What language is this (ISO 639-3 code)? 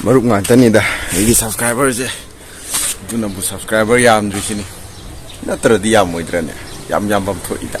mni